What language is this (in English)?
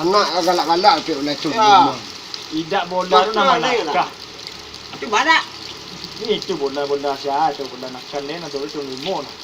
Minangkabau